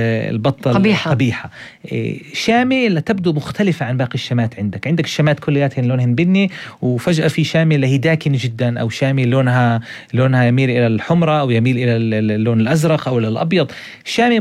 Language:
North Levantine Arabic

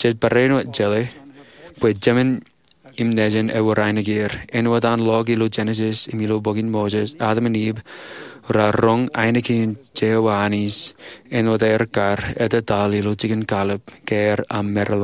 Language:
Marshallese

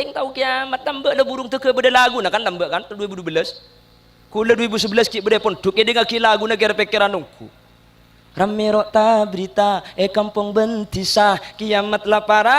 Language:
Madurese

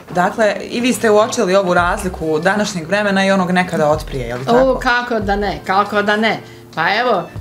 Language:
Bosnian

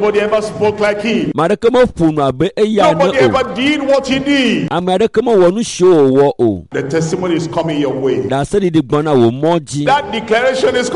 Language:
Ewe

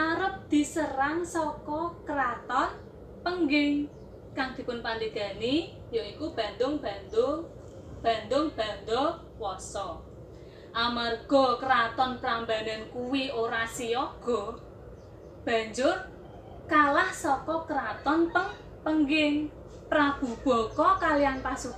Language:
Javanese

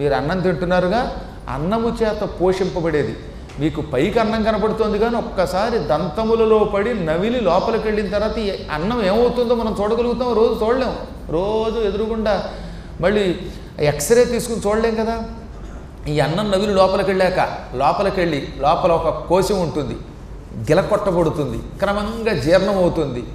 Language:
Telugu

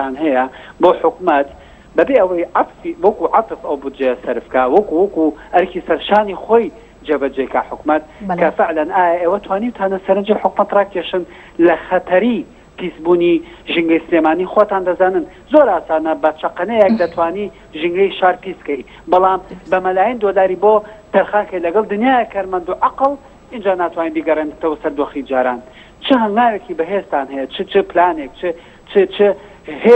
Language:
Central Kurdish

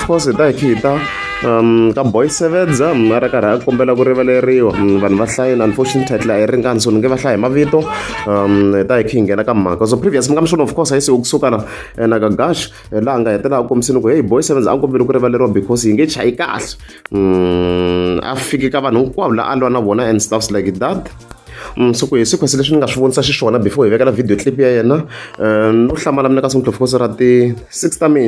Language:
Tsonga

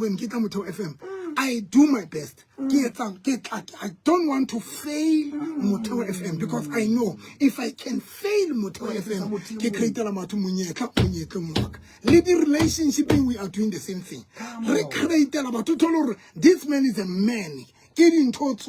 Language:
Southern Sotho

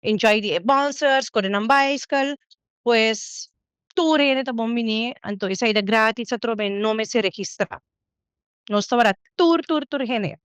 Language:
Papiamento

